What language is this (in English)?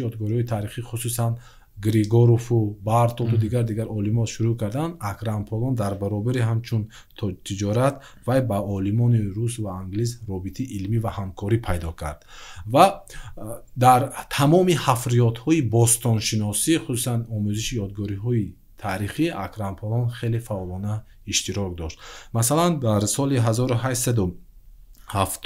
Tajik